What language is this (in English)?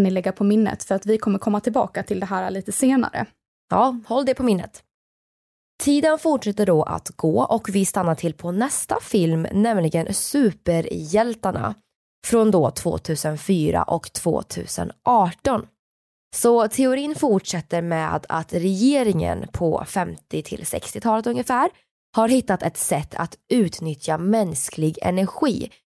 Swedish